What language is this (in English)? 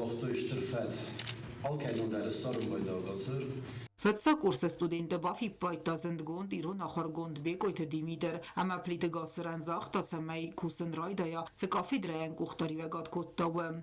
Ossetic